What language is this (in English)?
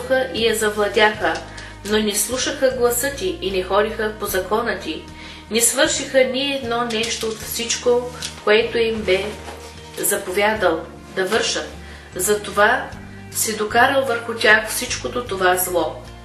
Bulgarian